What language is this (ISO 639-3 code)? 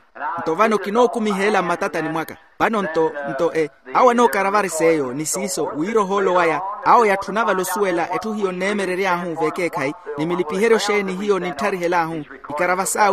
vmw